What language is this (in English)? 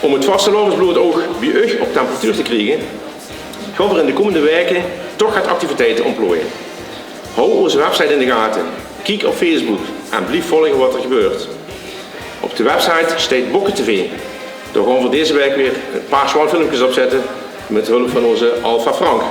Limburgish